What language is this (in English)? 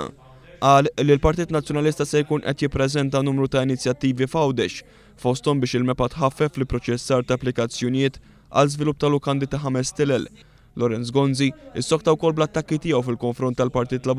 Maltese